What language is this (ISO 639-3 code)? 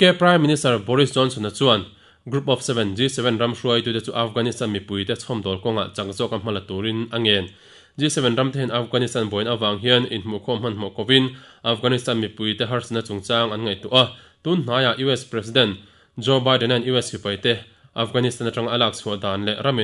lus